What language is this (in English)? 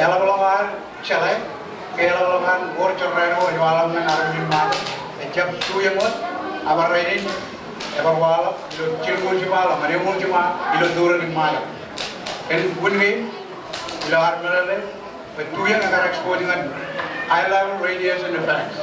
Marshallese